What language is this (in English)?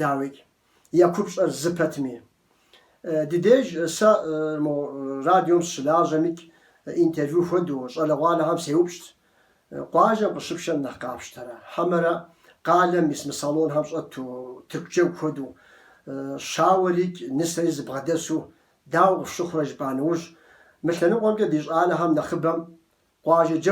Kabardian